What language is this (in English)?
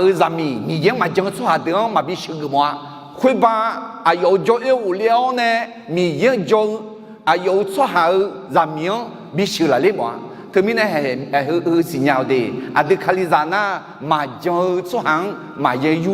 Akha